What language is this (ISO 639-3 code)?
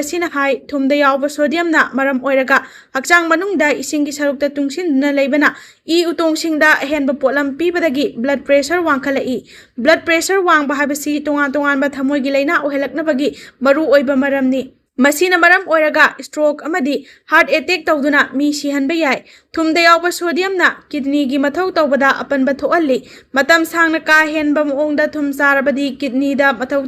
mni